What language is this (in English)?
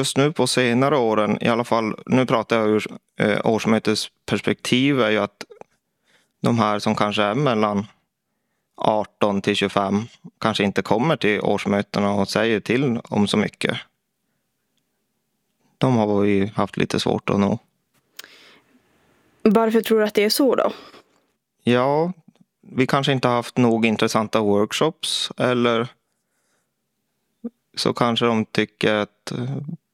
Swedish